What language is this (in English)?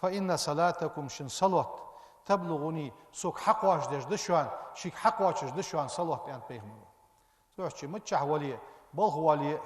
Ingush